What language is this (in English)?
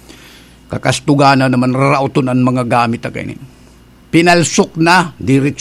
Bikol